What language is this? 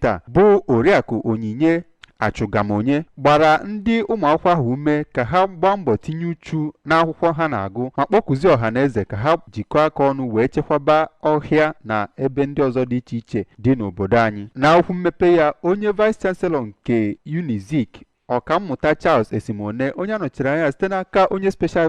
Igbo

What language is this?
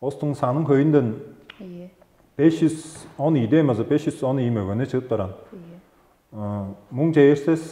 Tuvinian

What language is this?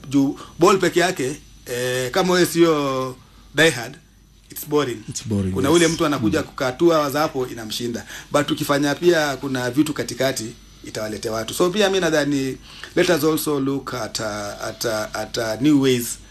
Swahili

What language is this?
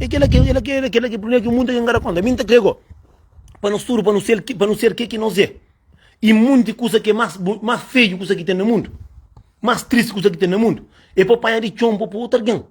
Kabuverdianu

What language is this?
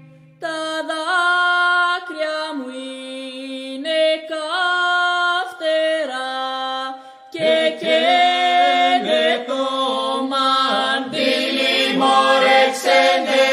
Greek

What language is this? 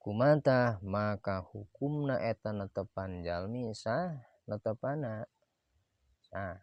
Sundanese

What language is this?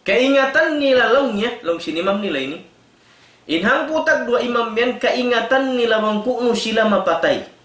Tausug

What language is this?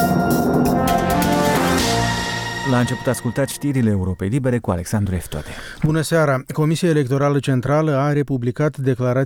Romanian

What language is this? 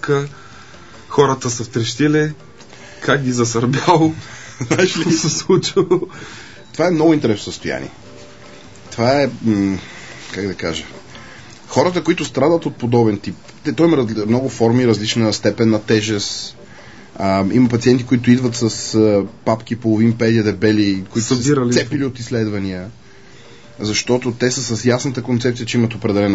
Bulgarian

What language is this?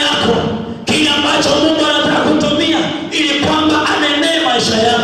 Swahili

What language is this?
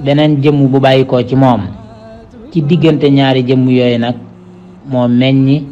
Wolof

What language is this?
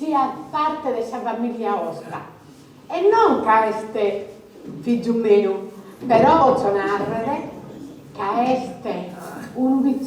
Sardinian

